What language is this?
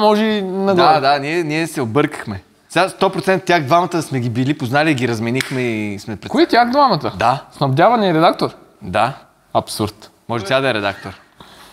Bulgarian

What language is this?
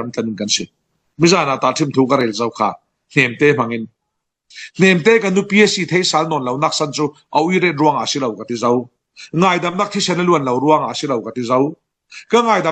Falam Chin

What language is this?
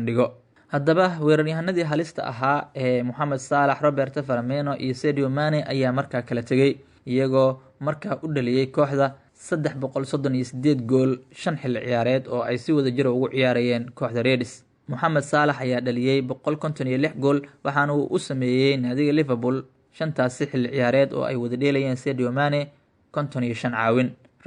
Somali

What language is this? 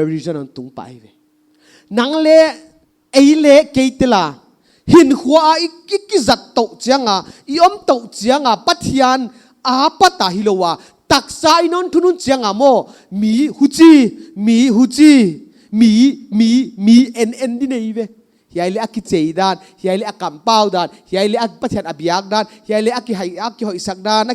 Paite Chin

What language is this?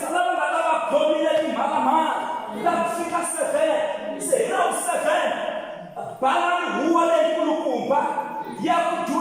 Tsonga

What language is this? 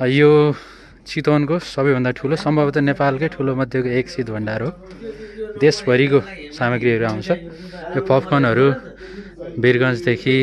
Nepali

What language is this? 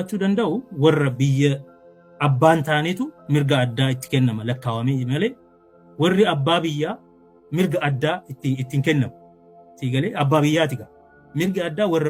Oromo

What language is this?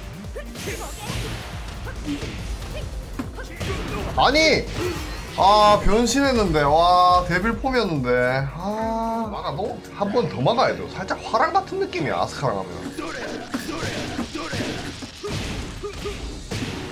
Korean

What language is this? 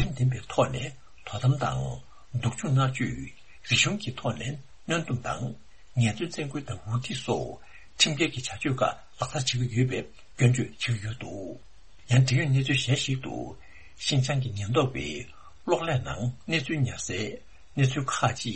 Tibetan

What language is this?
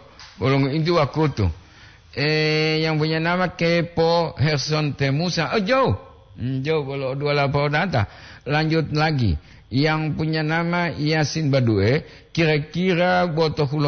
Gorontalo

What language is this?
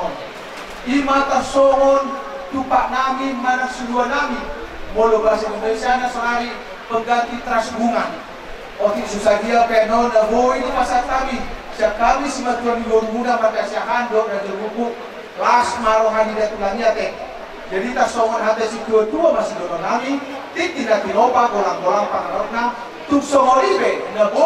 Batak Toba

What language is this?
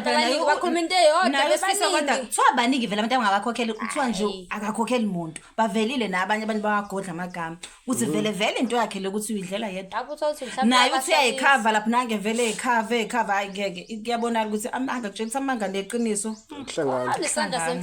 Zulu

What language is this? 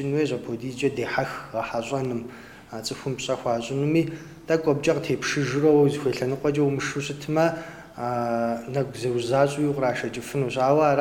Kabardian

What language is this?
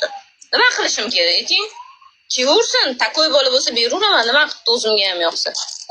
Uzbek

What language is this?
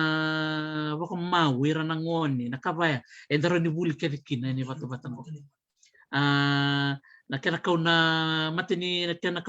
Fijian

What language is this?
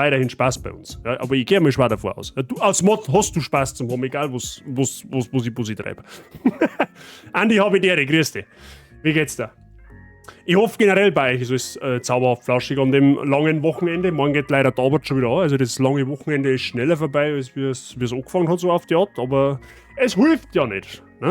Bavarian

